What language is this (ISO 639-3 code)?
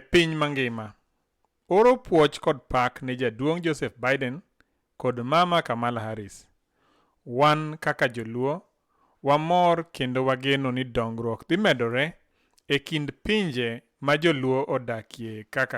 luo